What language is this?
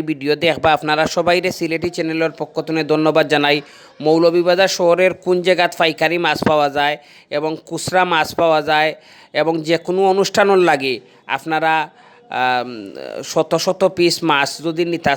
Sylheti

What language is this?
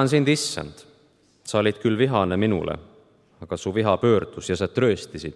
Estonian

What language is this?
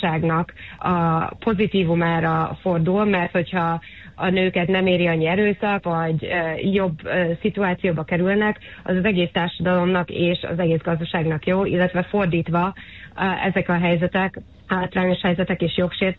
Hungarian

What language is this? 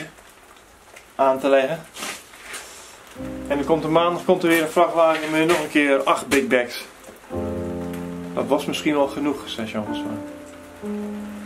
Dutch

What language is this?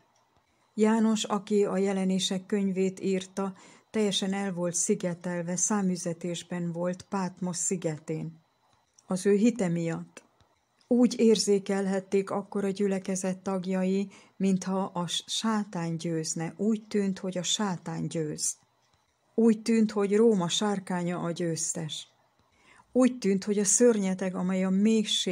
Hungarian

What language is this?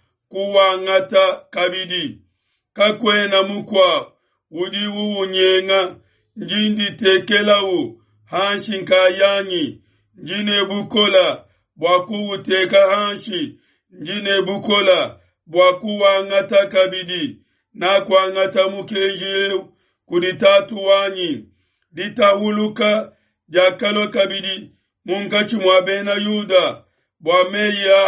Luba-Lulua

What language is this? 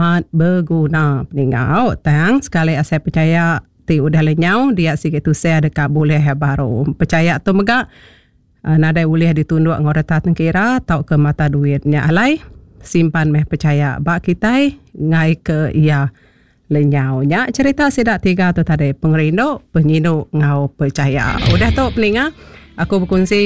Iban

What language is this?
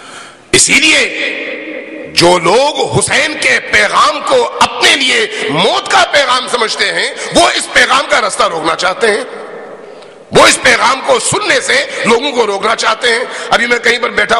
Urdu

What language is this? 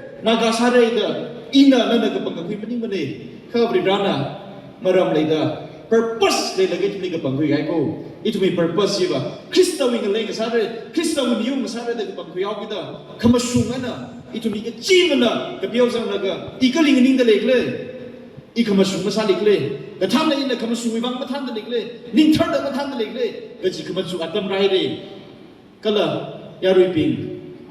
Tangkhul Naga (India)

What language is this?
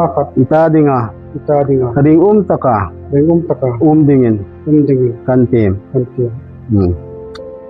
Hmar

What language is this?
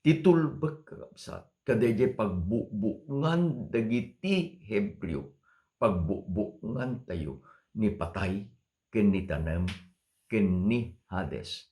Iloko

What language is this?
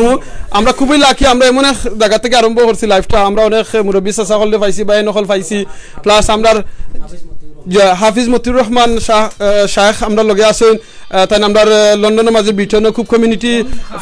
Sylheti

